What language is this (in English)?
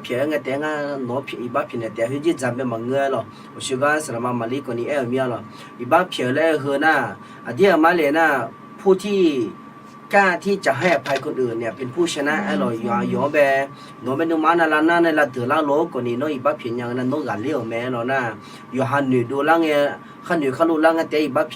Akha